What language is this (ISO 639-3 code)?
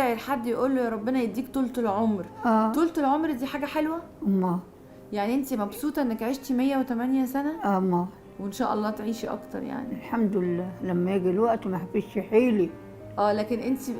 arz